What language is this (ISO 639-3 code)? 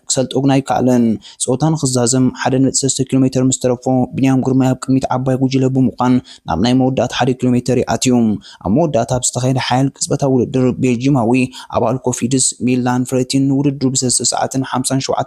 tir